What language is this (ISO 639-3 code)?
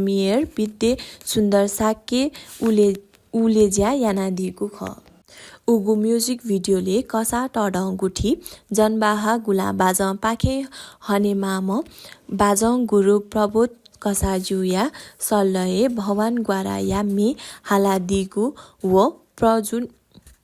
new